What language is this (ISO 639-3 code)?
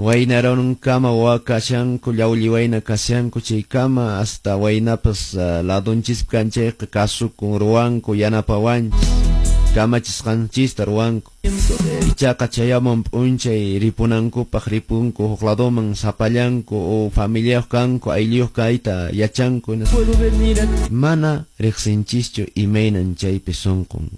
que